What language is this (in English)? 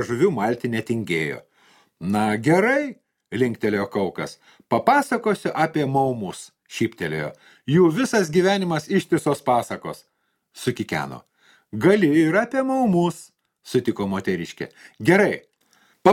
Lithuanian